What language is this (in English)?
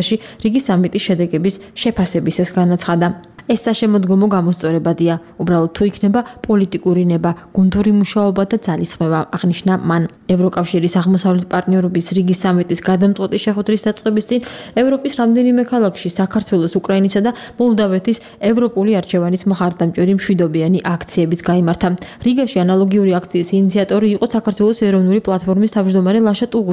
Georgian